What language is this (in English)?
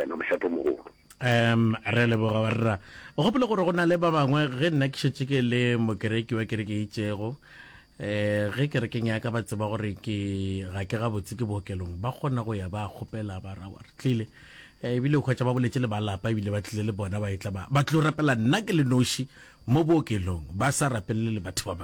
Northern Sotho